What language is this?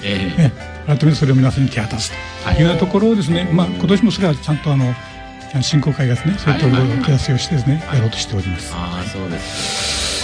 Japanese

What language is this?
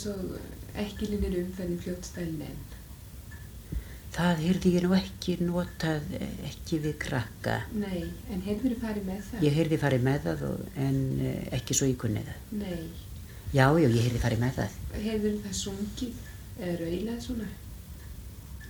Icelandic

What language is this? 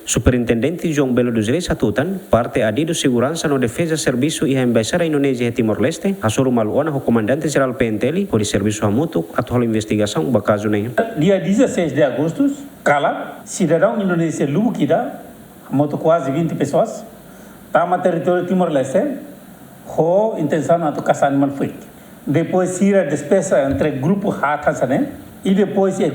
Tetum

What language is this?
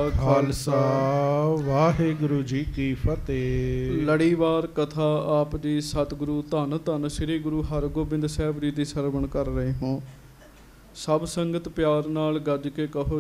Punjabi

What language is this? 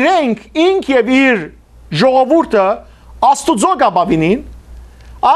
Western Armenian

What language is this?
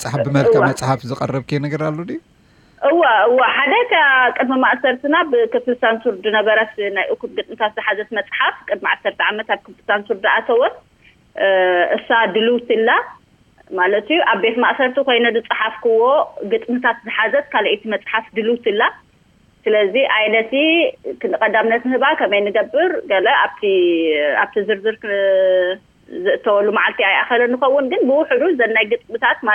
Tigrinya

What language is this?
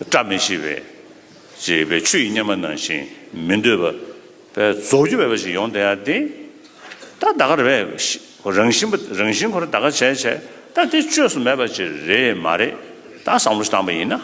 Tibetan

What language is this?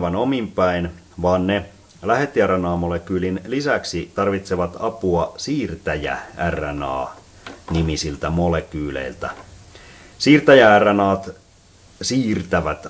Finnish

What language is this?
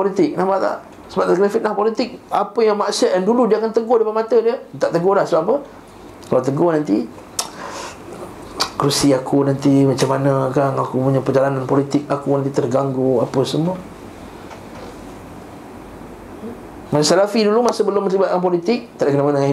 Malay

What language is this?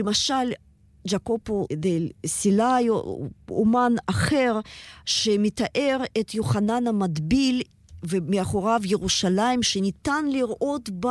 Hebrew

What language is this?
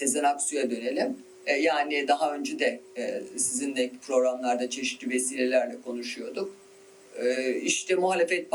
Turkish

